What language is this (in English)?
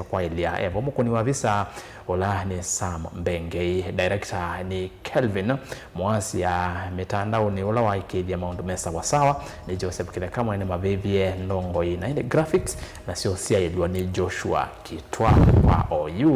Kamba